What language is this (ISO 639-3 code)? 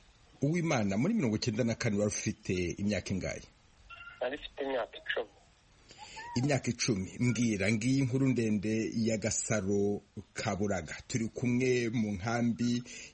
kin